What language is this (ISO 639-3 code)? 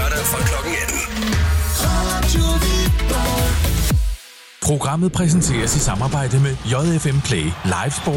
dan